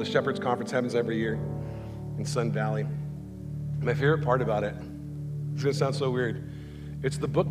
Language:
English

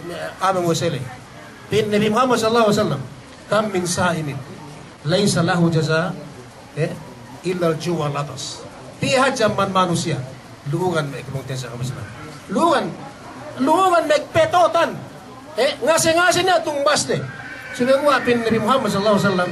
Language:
Yakan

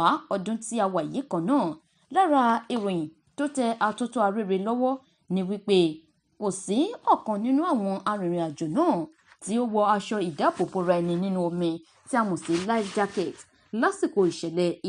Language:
Yoruba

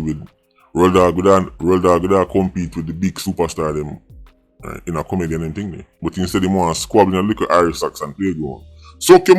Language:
Jamaican Creole English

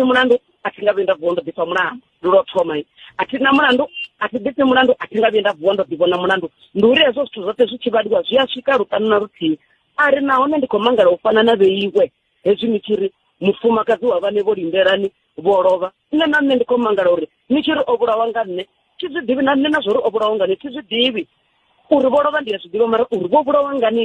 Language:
Venda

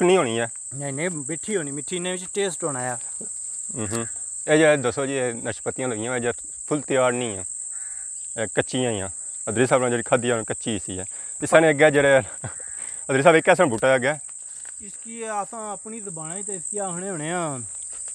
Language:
Pahari-Potwari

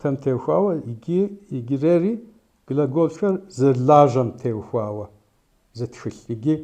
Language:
Kabardian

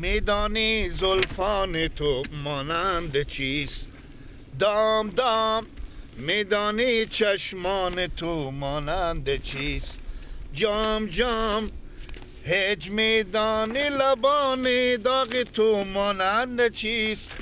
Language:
Persian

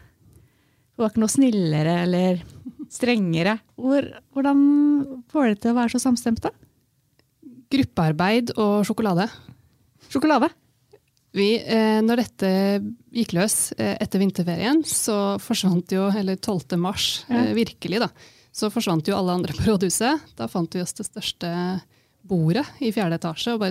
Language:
Norwegian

